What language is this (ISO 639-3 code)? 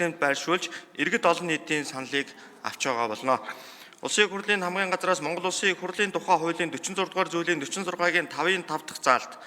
mon